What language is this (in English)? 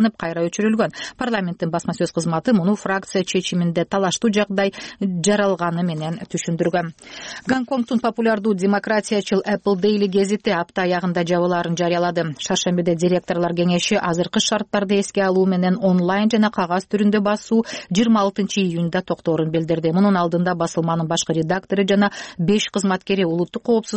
Kyrgyz